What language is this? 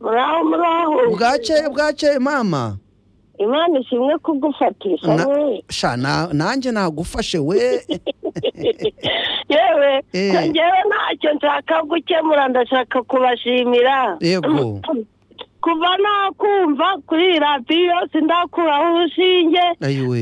Kinyarwanda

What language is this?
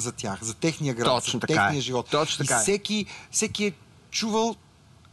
Bulgarian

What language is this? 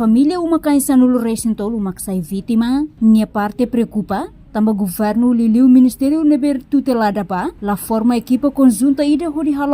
Tetum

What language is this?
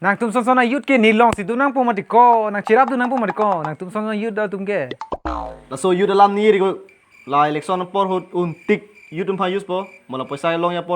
Karbi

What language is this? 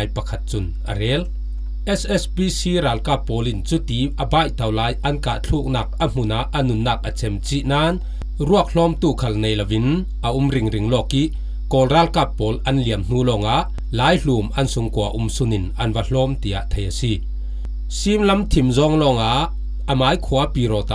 Falam Chin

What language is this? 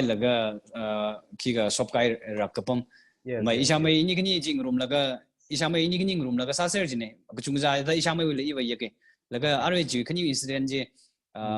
Tangkhul Naga (India)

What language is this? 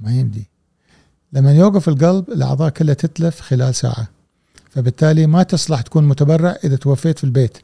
Gulf Arabic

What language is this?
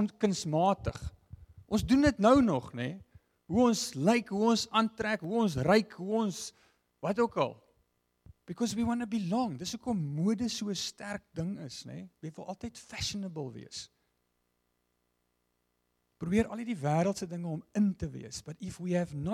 Afrikaans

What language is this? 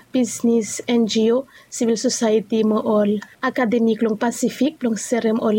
Bislama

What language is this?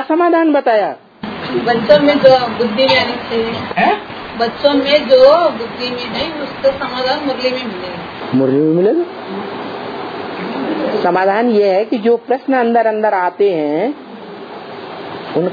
Hindi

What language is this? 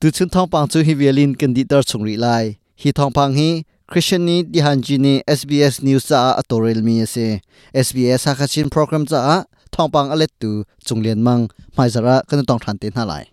Hakha Chin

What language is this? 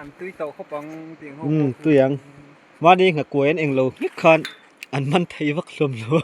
Mizo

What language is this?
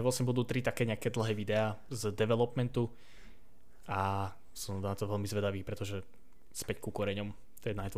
Slovak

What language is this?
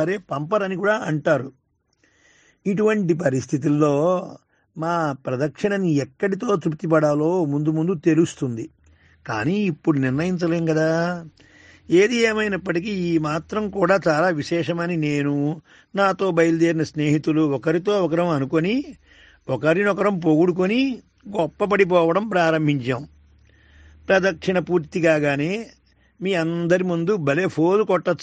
Telugu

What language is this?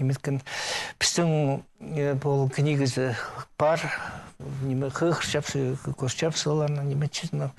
Khakas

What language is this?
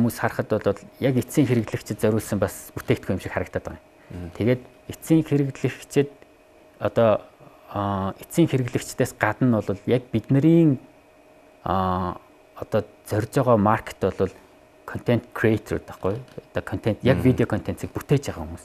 Mongolian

